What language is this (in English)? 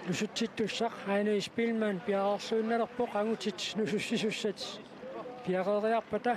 Kalaallisut